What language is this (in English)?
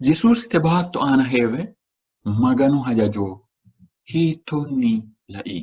Sidamo